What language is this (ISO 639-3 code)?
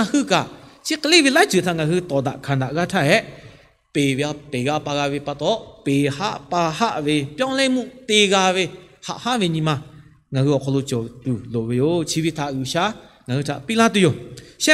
lhu